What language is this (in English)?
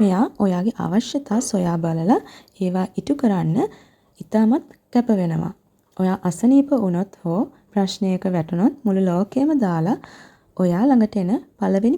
Sinhala